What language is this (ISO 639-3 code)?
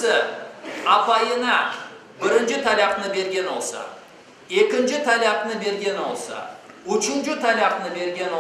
crh